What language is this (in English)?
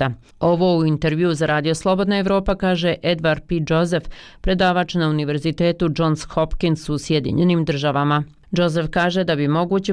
Bosnian